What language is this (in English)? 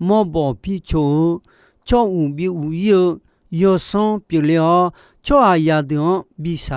Akha